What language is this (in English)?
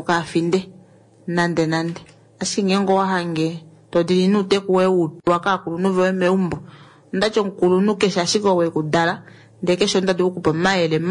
Kuanyama